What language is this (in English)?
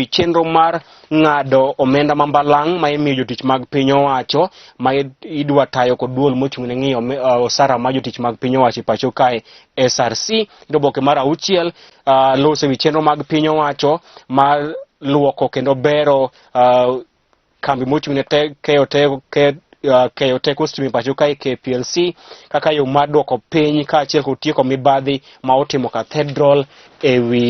Luo (Kenya and Tanzania)